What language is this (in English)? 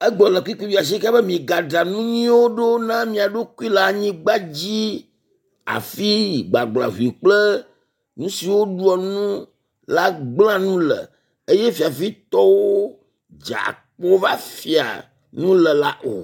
Ewe